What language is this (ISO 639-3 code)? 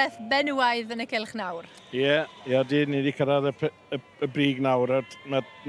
cym